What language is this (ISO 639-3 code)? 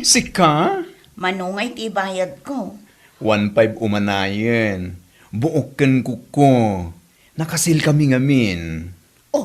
ilo